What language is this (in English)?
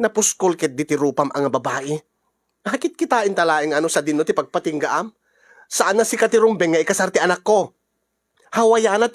Iloko